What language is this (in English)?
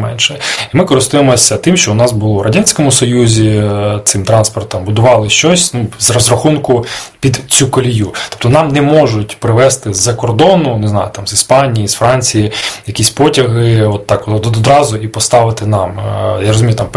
Ukrainian